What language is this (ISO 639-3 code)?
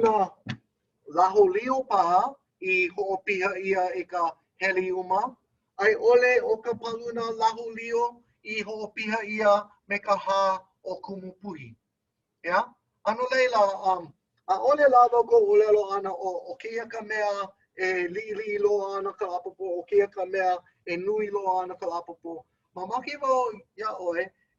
haw